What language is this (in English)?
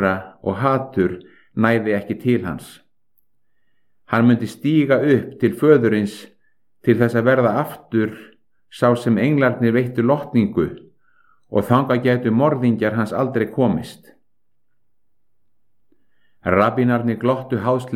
Icelandic